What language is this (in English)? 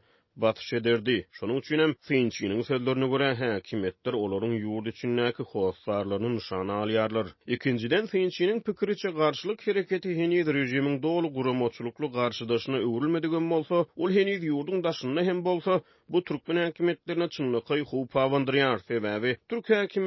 Turkmen